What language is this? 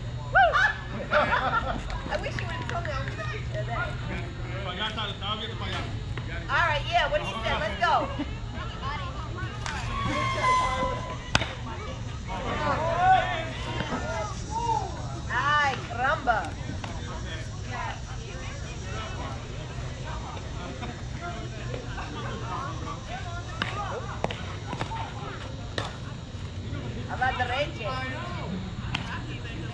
English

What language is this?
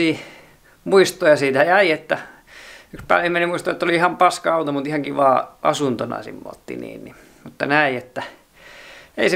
Finnish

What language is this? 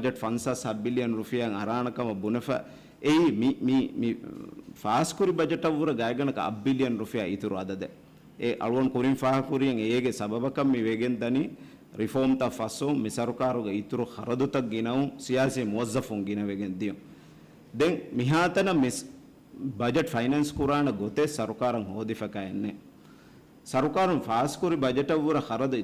Divehi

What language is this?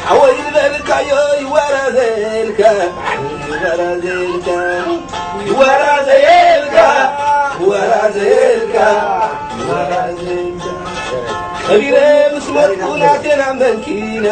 Tigrinya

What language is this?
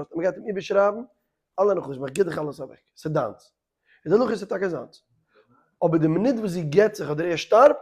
Yiddish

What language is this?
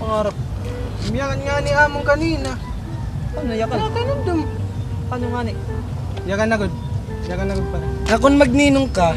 Waray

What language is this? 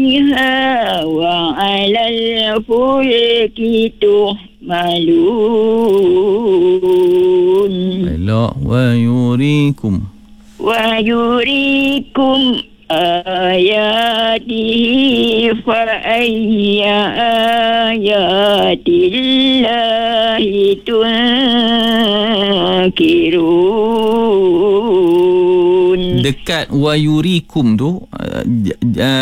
Malay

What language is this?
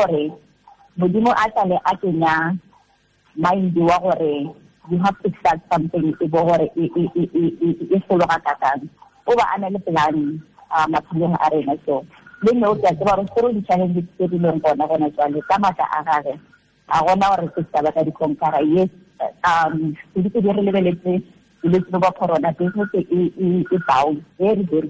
Tswana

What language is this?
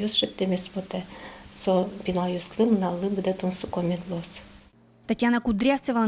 Udmurt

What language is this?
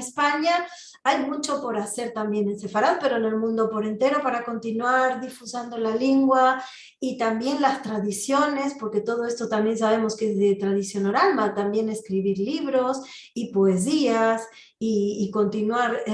Ladino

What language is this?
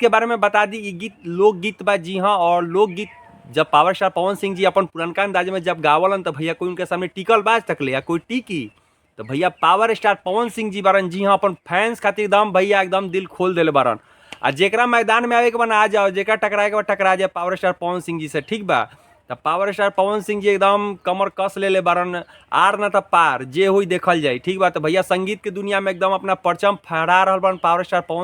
Bhojpuri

